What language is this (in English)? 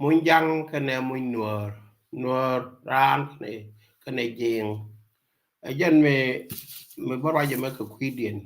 Nuer